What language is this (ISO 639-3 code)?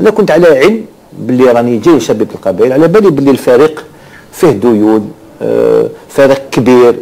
arq